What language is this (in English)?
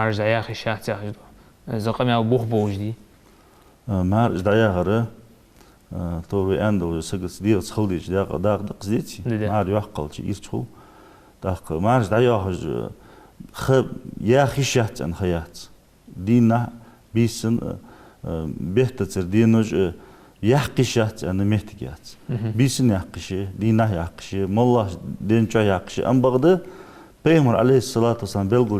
Ingush